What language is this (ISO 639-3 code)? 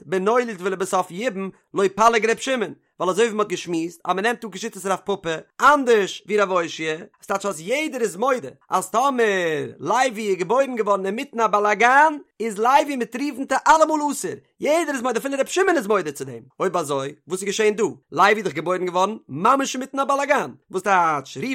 yid